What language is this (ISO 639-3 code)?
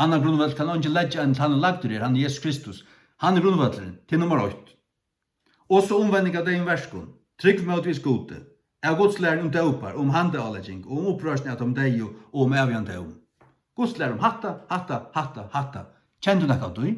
fao